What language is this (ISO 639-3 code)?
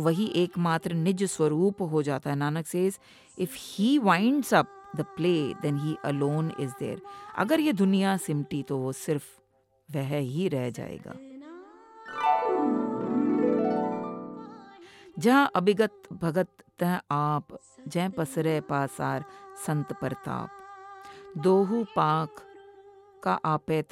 hin